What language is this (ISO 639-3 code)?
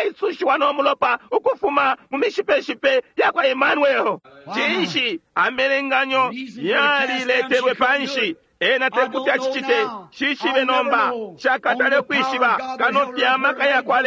bem